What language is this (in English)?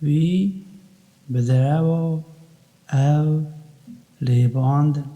Kurdish